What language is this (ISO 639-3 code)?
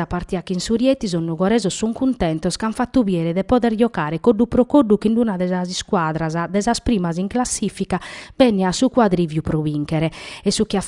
srd